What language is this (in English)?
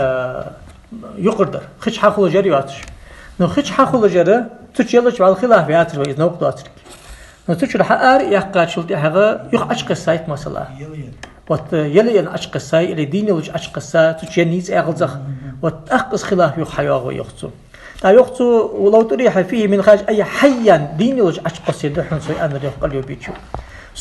Ingush